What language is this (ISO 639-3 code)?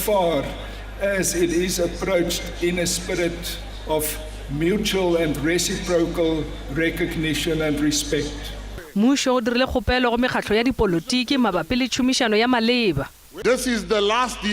nso